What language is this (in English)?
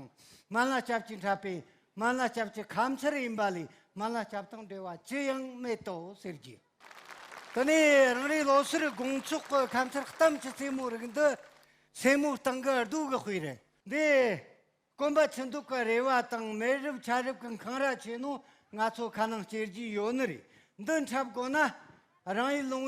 Tibetan